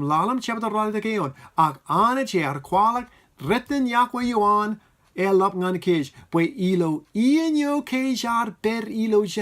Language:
Marshallese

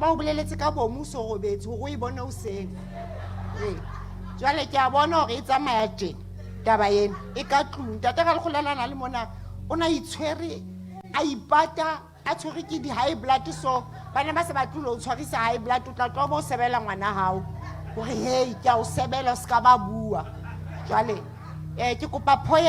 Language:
Southern Sotho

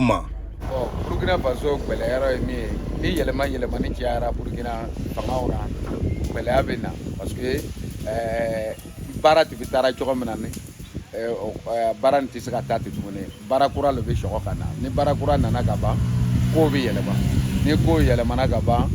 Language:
Bambara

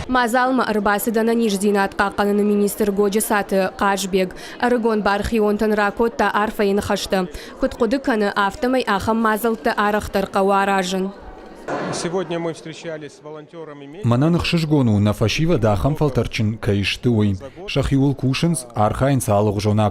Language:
Ossetic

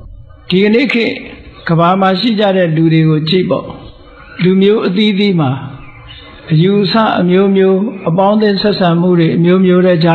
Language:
Burmese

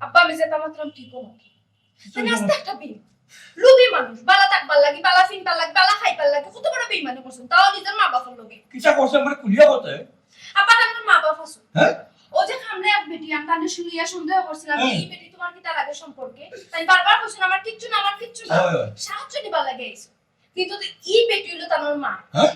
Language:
Sylheti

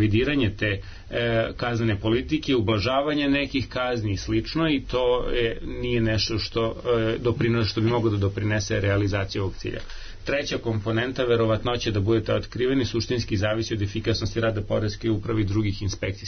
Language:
Serbian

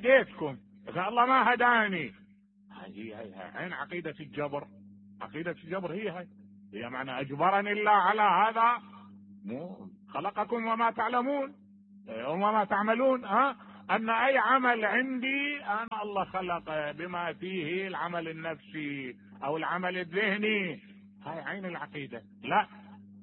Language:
Mesopotamian Arabic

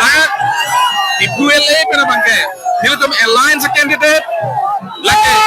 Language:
Karbi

